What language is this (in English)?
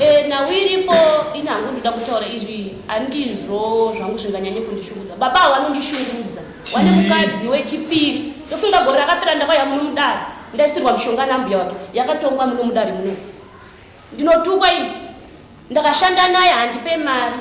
Shona